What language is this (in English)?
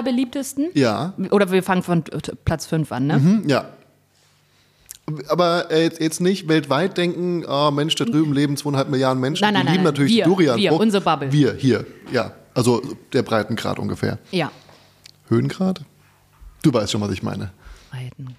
German